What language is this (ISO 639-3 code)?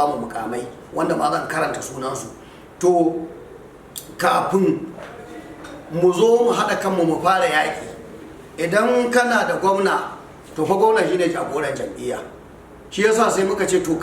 hau